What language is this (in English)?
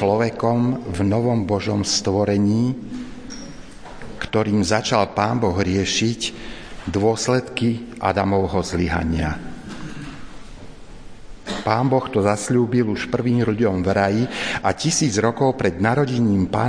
Slovak